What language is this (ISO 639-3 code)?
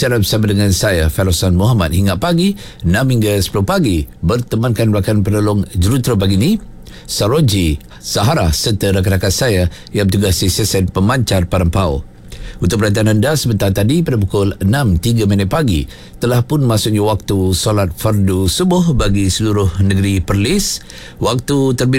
msa